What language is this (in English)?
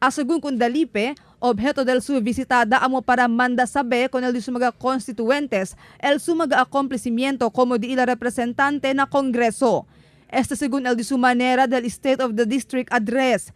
Chavacano